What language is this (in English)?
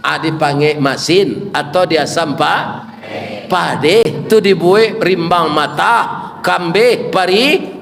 Minangkabau